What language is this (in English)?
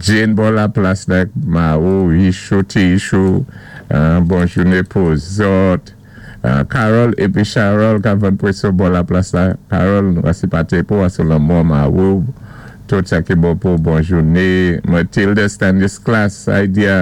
Saint Lucian Creole French